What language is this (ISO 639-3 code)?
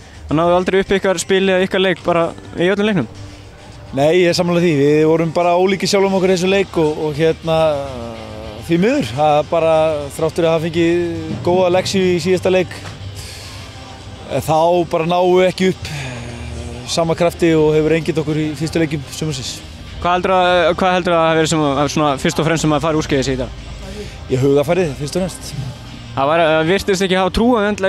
isl